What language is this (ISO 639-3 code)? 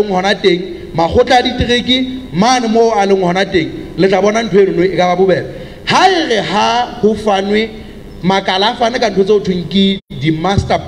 sot